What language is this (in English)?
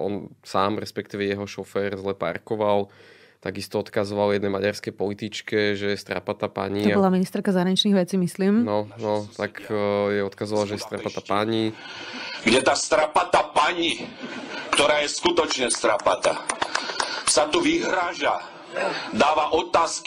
Slovak